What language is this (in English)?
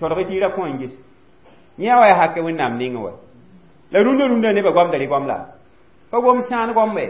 Mossi